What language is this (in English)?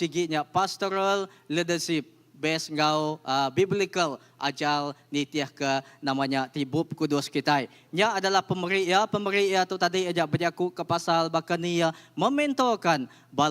Iban